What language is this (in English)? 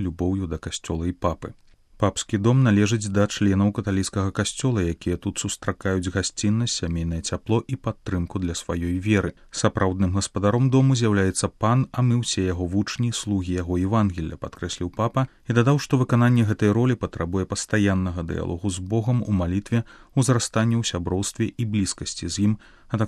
Belarusian